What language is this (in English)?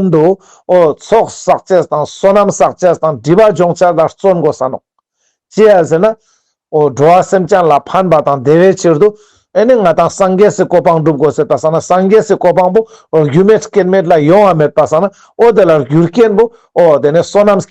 Ladakhi